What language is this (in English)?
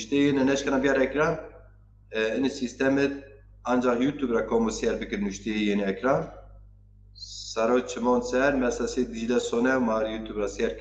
Zaza